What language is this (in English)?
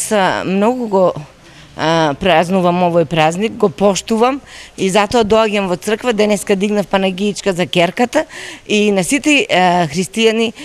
Macedonian